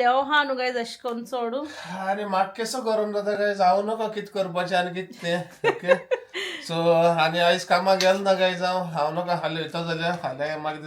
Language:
Konkani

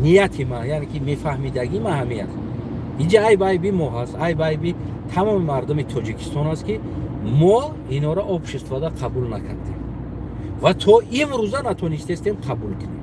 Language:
Tajik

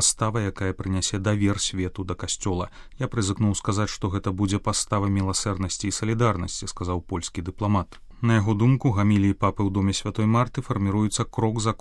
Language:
Belarusian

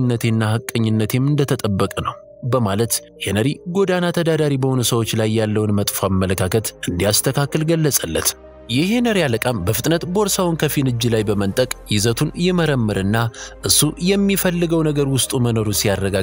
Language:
Amharic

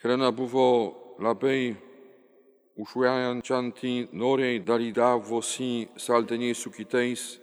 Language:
Lithuanian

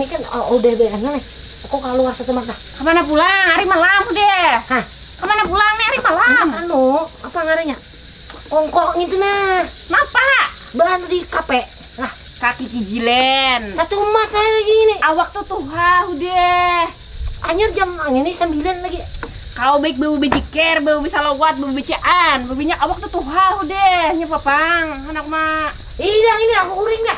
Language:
Banjar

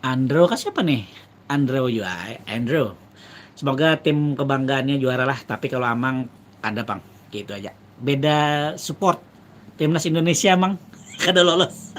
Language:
Banjar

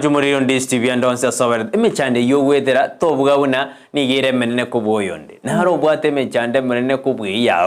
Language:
Gusii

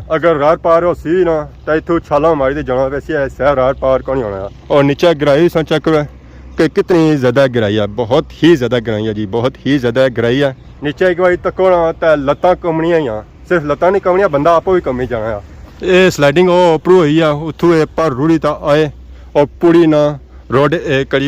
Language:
Pahari-Potwari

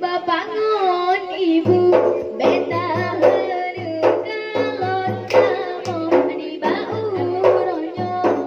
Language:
Achinese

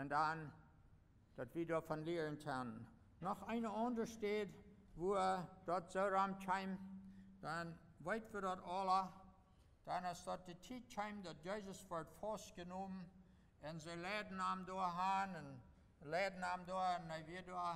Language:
Plautdietsch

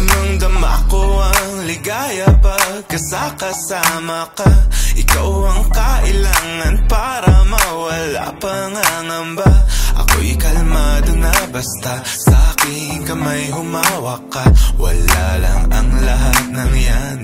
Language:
Filipino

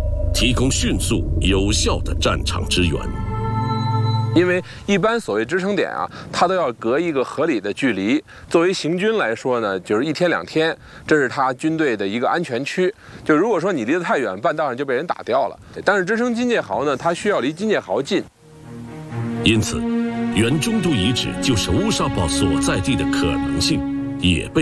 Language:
Chinese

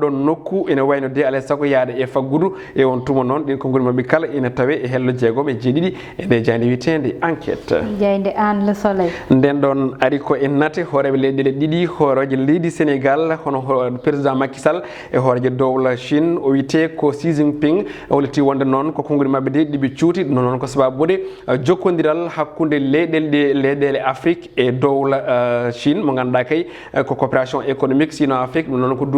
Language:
Fula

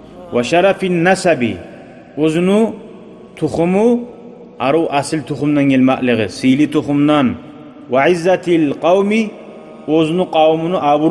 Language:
Kumyk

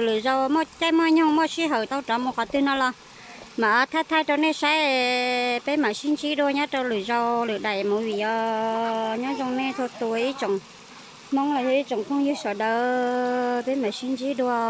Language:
Hmong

